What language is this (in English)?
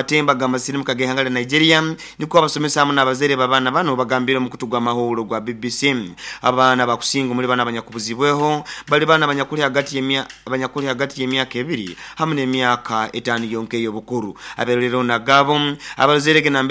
Nyoro